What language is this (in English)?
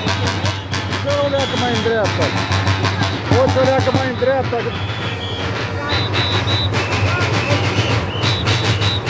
Romanian